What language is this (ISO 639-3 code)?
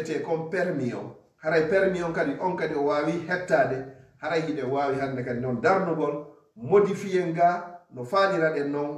ful